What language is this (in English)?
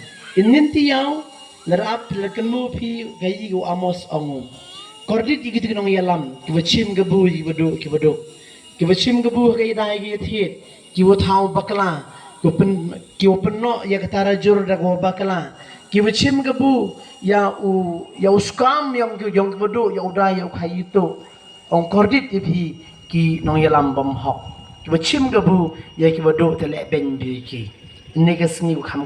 Khasi